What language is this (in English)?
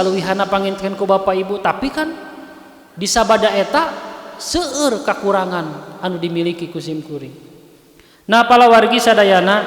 Sundanese